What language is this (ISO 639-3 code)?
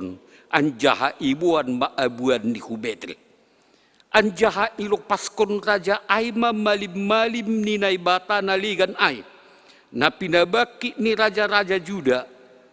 bts